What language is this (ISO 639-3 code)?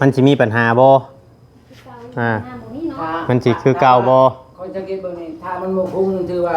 tts